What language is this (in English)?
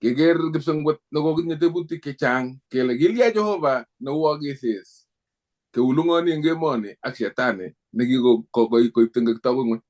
Kalenjin